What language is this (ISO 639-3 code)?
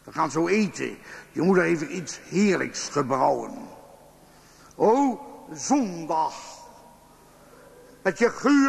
nld